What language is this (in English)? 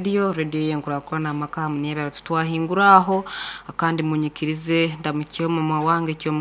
Nyoro